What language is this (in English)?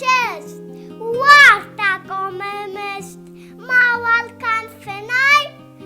Ossetic